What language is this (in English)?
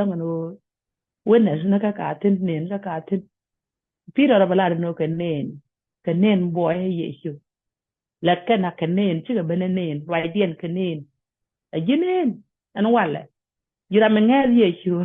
Nuer